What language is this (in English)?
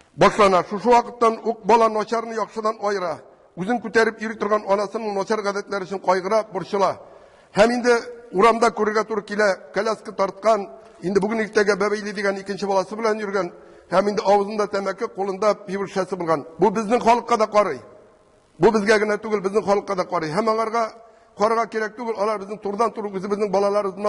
Tatar